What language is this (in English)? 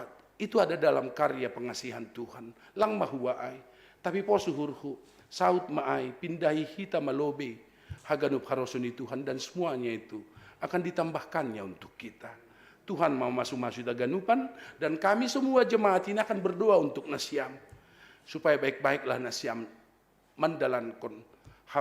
Batak Simalungun